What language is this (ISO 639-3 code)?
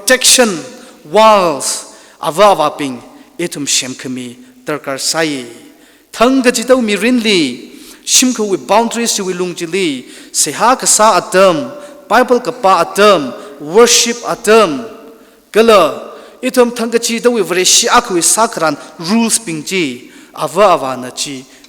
nmf